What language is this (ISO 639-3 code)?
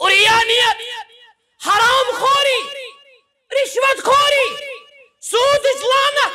kas